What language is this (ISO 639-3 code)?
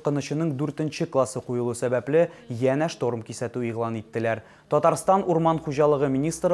tat